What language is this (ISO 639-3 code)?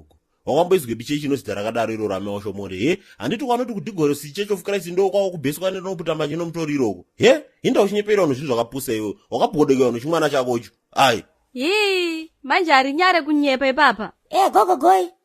sna